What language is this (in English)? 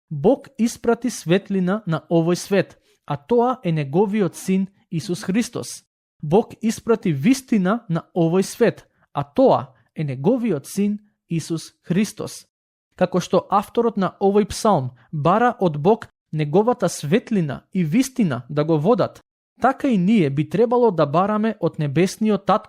Macedonian